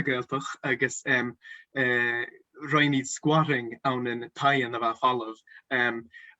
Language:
Scottish Gaelic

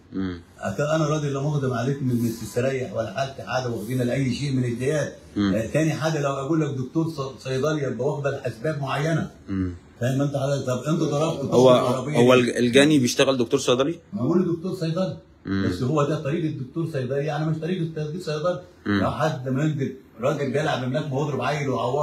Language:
Egyptian Arabic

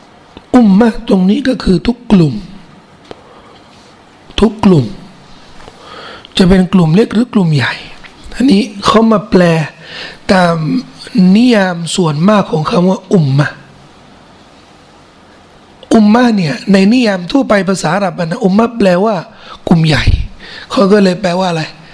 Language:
Thai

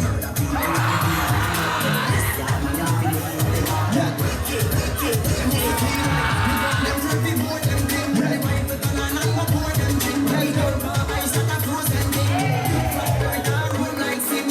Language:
Jamaican Creole English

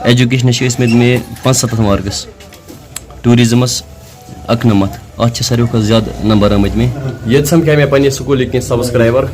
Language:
Kashmiri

